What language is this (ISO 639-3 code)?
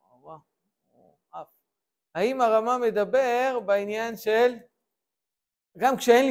heb